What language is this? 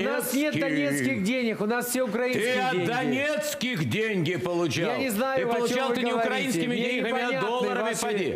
Russian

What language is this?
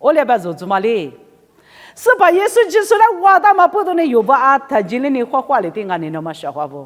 Lisu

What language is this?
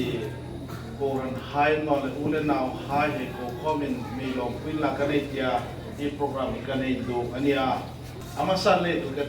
Hmar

